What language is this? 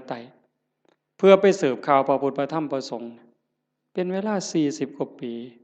Northeastern Thai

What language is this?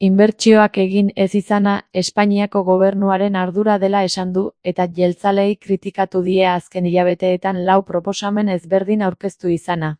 Basque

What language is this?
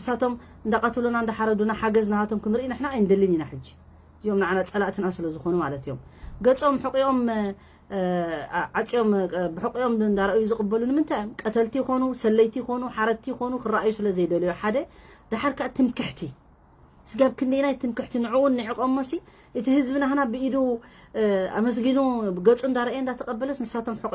Tigrinya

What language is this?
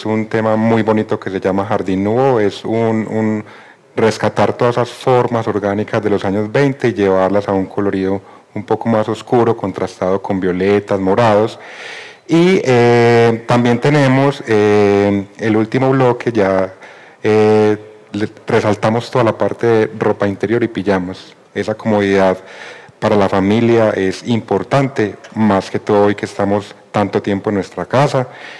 Spanish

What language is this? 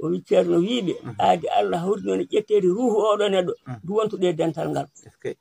Fula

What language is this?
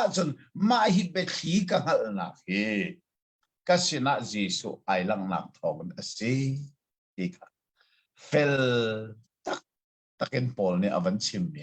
Hakha Chin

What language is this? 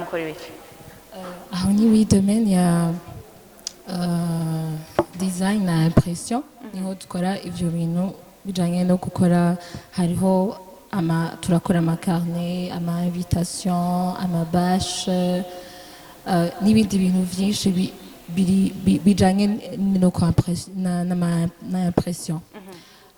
Rundi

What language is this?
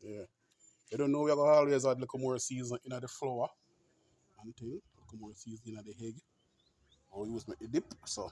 Jamaican Creole English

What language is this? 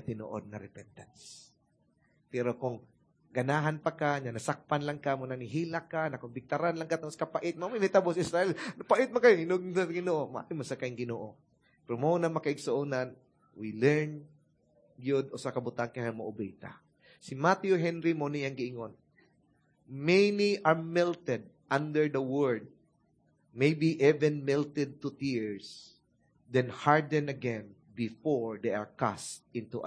Cebuano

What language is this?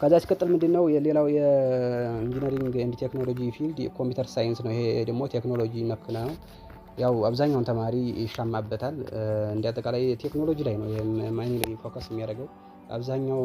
Amharic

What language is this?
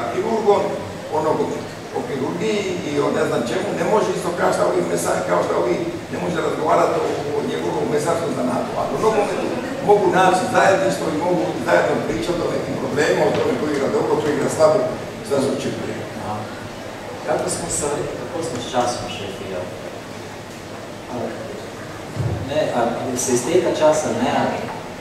Croatian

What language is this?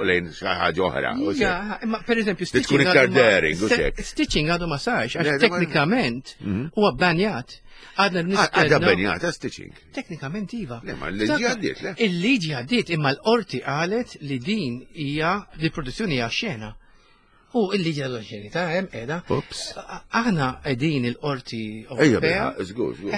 Maltese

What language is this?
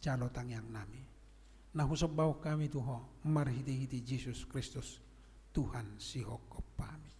Batak Toba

